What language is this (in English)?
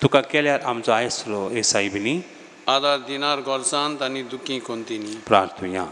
Konkani